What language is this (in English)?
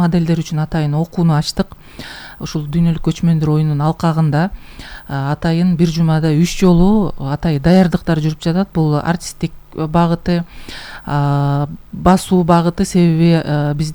Kyrgyz